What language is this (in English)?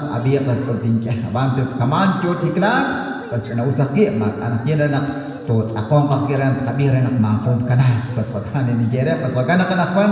Kekchí